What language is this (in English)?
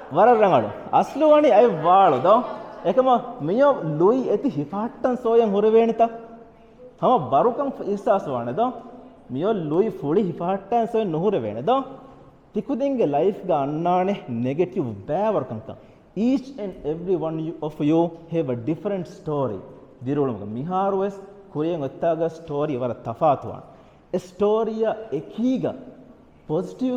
Divehi